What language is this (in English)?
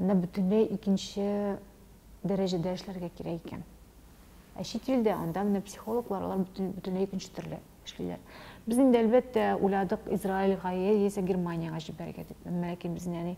Tatar